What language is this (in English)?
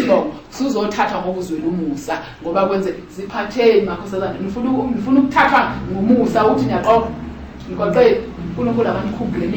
Zulu